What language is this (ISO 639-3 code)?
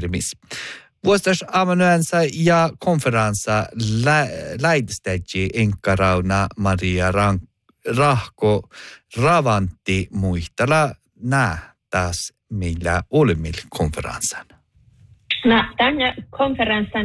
sme